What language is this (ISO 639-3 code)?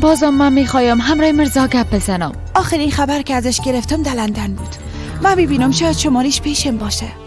fas